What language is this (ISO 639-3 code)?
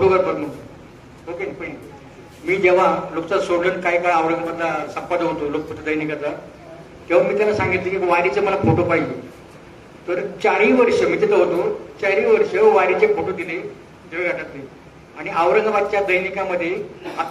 mar